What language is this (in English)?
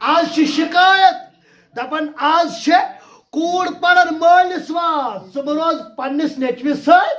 Kashmiri